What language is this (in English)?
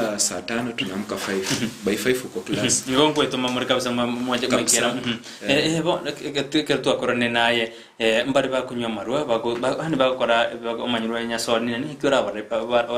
Gusii